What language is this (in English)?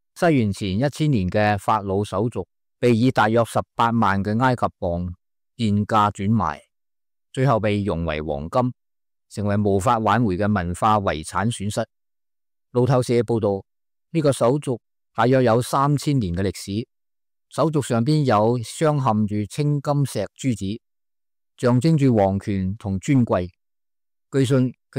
Cantonese